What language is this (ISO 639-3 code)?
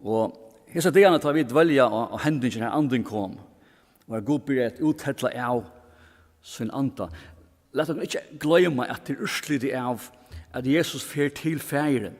fao